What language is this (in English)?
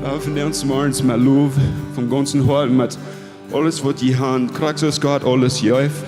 Plautdietsch